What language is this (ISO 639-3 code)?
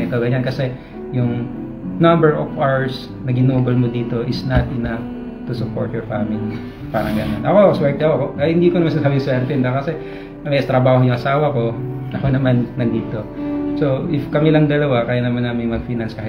fil